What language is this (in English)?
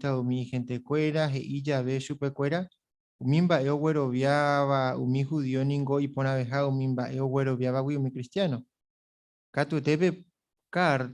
Guarani